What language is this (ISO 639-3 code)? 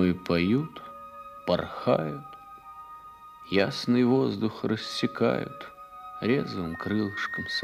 rus